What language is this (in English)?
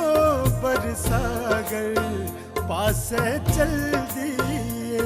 Dogri